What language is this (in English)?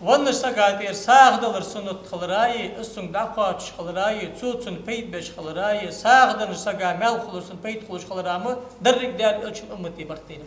Ingush